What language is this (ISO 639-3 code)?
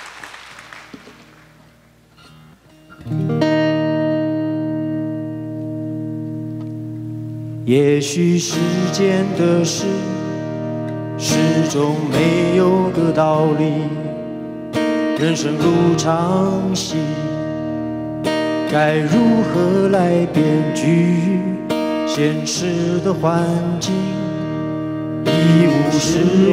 zho